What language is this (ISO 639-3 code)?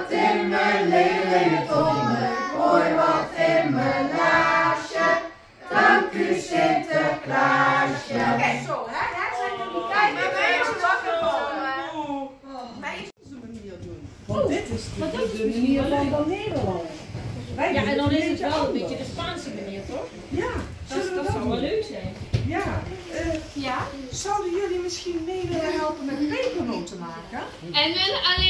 nld